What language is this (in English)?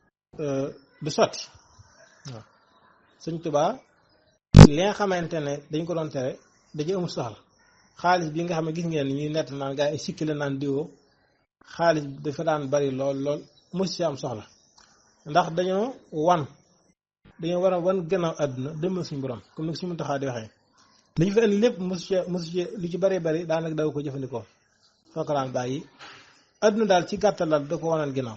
Wolof